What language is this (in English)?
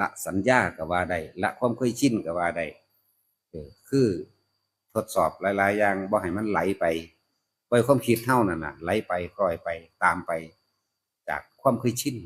Northeastern Thai